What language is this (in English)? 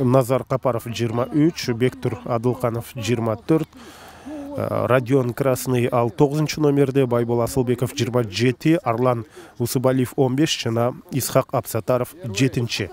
Kyrgyz